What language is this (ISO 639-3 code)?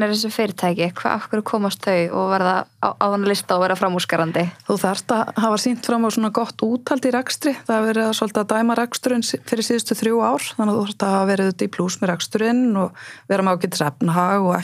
isl